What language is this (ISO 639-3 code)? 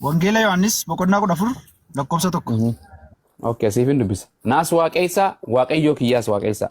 orm